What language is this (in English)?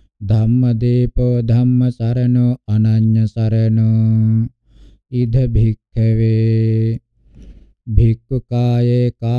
Pali